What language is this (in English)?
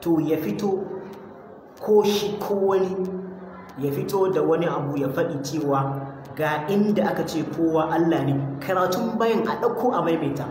Hausa